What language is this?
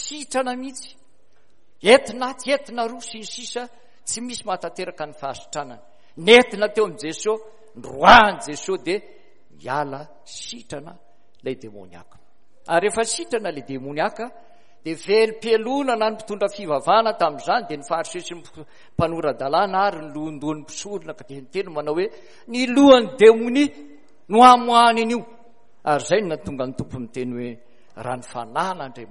Malagasy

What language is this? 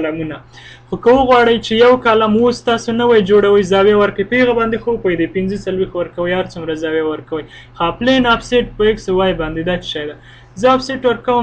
Pashto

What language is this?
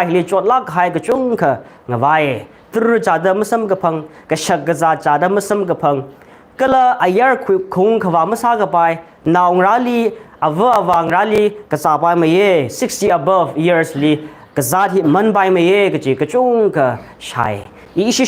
Tangkhul Naga (India)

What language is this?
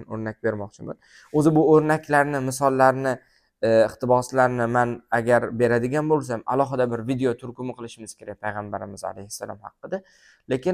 Uzbek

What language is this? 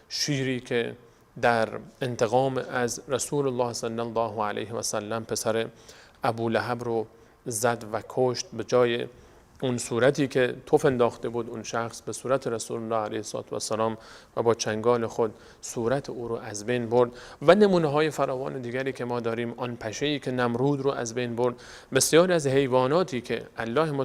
Persian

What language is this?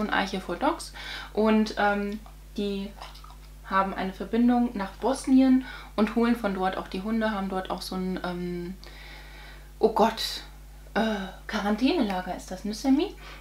German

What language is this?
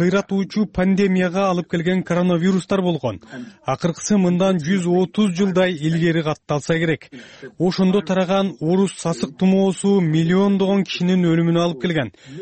Kyrgyz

